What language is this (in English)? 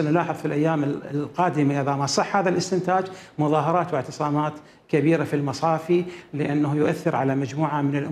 Mesopotamian Arabic